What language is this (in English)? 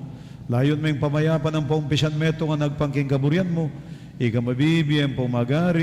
Pampanga